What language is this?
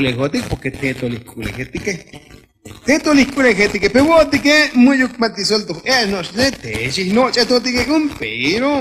Tzotzil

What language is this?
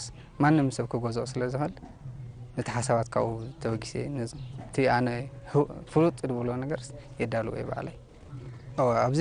Tigrinya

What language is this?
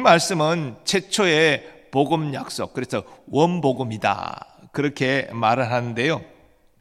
Korean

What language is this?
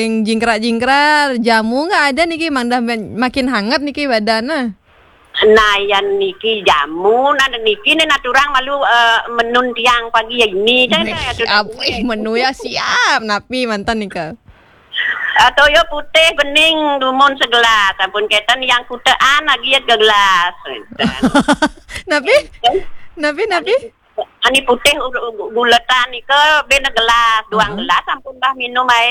Balinese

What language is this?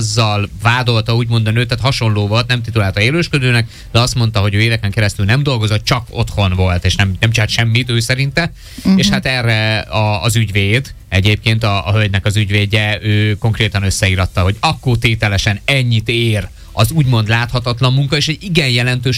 Hungarian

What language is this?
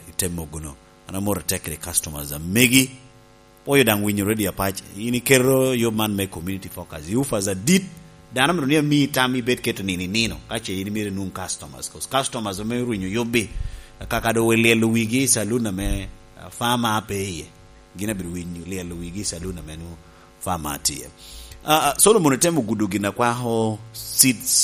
Lango (Uganda)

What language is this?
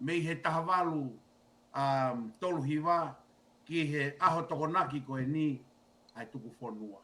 Tongan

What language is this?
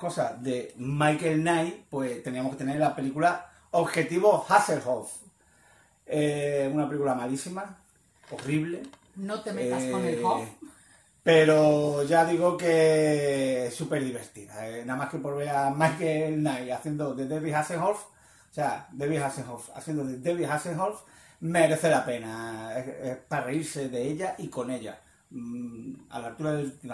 Spanish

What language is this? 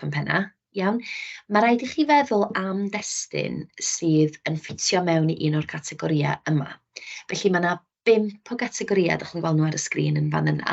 Welsh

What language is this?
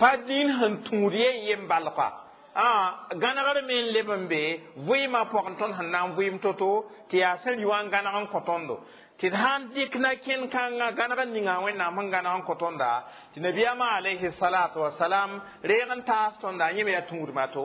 Mossi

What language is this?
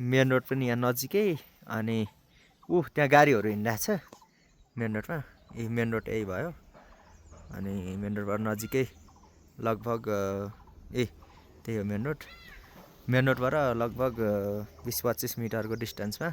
Nepali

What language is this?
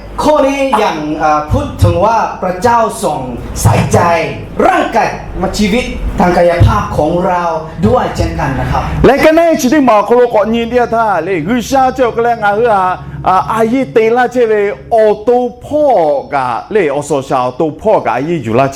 Lahu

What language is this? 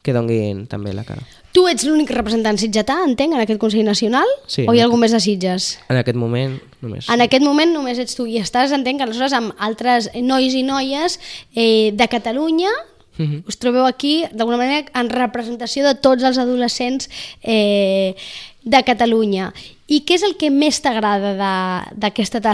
Catalan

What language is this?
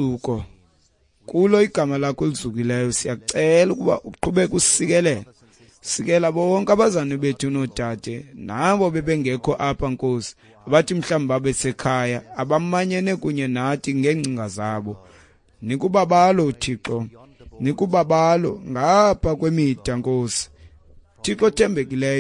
Xhosa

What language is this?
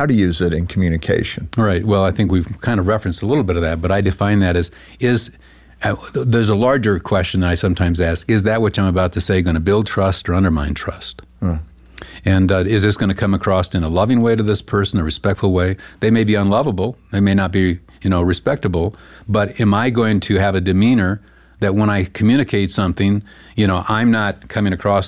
English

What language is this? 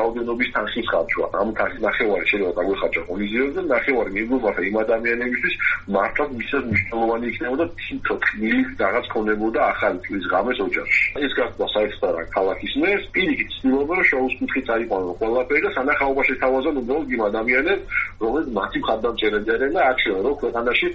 Georgian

